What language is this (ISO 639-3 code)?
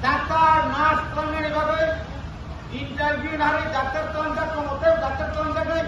trp